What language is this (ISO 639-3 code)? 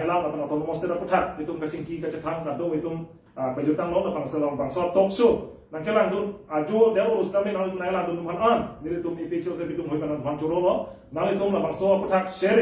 mjw